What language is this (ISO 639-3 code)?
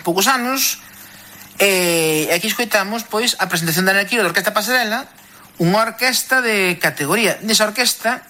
glg